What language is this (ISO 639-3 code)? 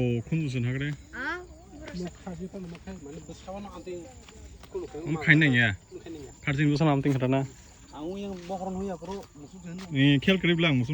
trp